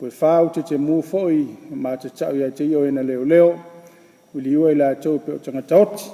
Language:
Samoan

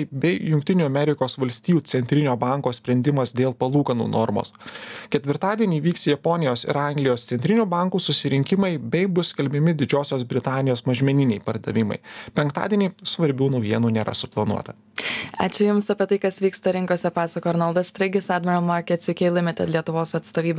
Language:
Lithuanian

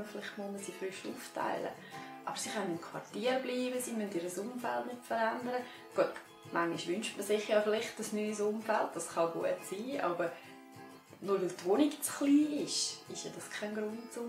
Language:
Swiss German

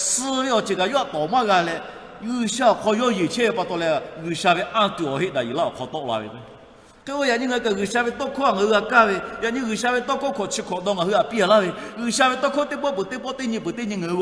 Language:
Lahu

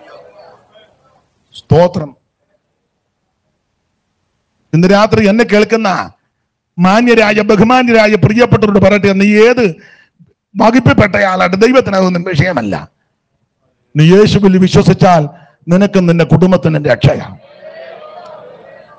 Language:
Malayalam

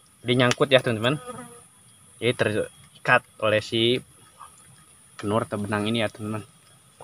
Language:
Indonesian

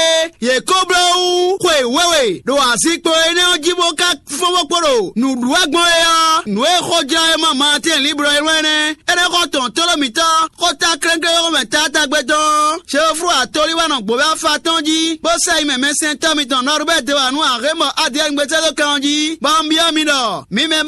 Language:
Fon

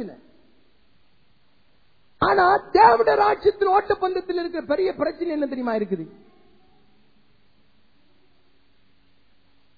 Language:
Tamil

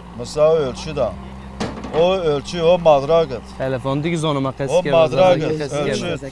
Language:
Zaza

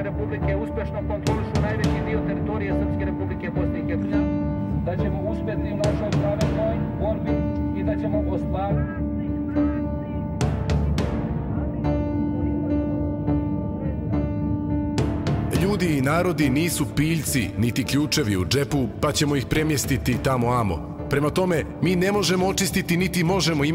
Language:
Serbian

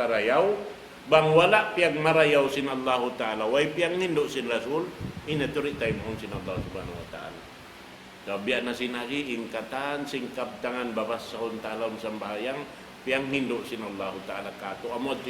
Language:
Tausug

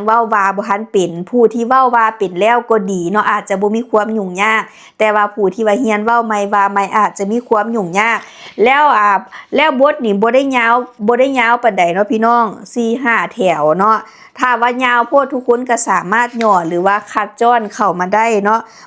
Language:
Lao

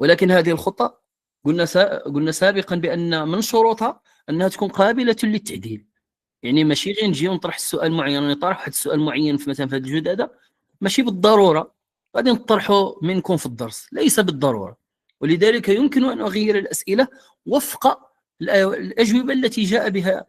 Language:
Moroccan Arabic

